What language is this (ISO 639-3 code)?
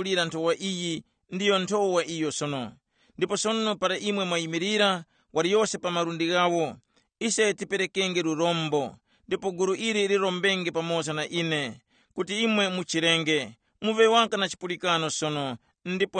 tum